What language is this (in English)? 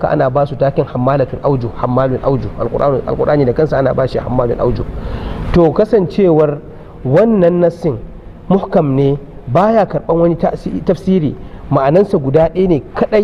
Hausa